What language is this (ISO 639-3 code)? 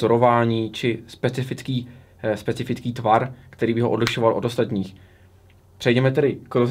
ces